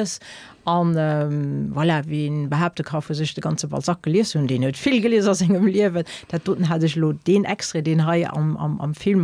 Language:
Luxembourgish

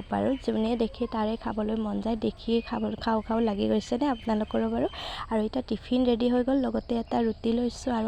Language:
Assamese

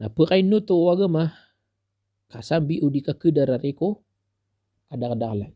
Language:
Maranao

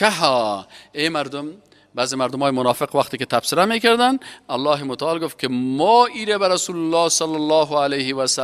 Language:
Persian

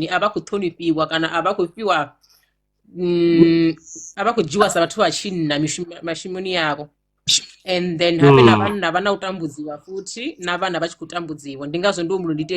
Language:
Venda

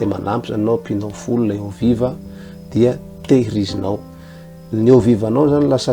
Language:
Malagasy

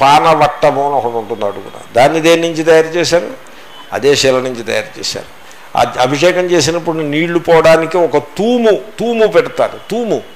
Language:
Telugu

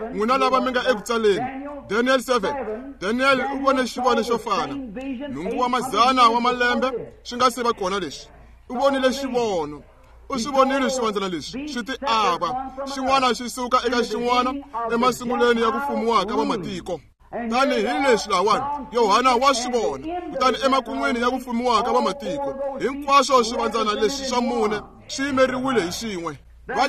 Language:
Tsonga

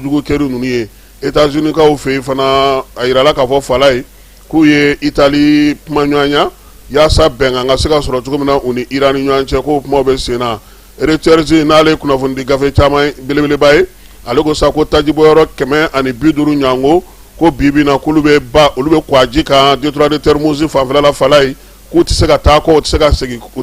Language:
Bambara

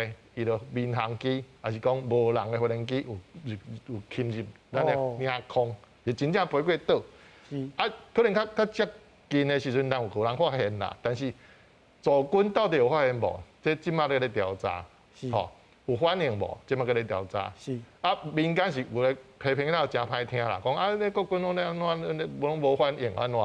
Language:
Min Nan Chinese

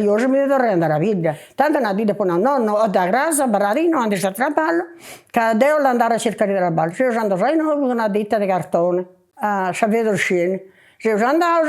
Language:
Sardinian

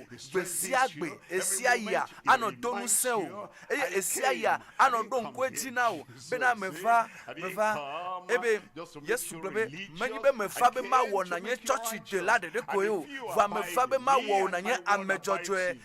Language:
Ewe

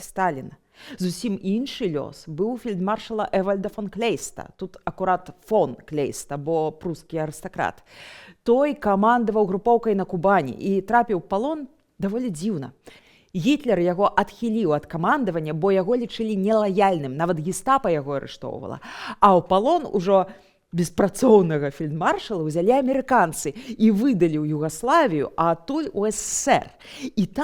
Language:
Belarusian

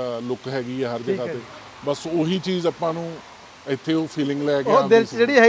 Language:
Punjabi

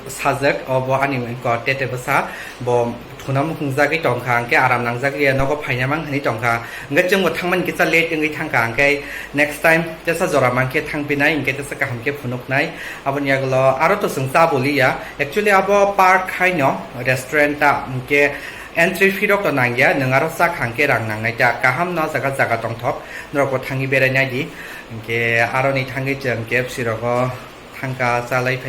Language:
Kok Borok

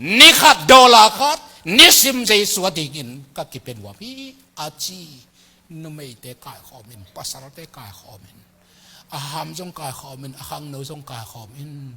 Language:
Tedim Chin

